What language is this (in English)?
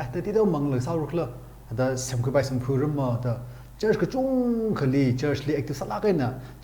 Tangkhul Naga (India)